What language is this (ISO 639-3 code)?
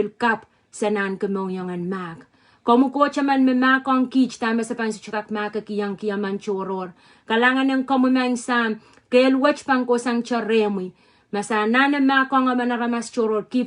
pon